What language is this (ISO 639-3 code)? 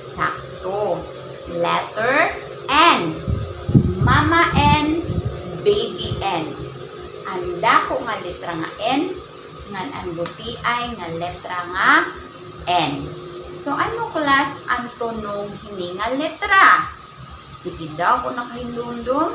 war